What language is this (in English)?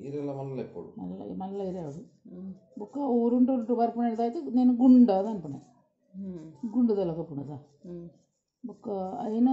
Tulu